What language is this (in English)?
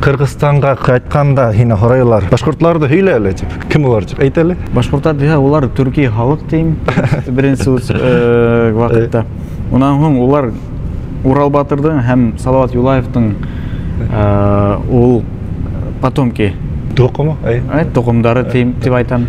Bashkir